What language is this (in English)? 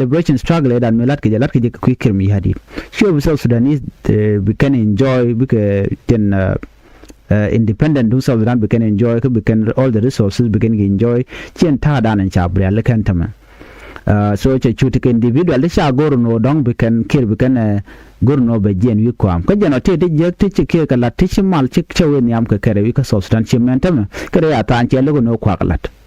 Nuer